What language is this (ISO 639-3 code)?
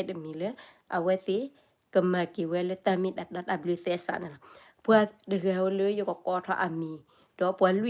ksw